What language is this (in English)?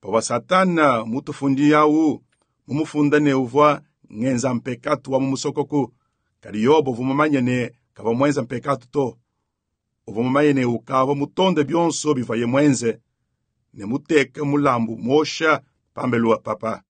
Luba-Lulua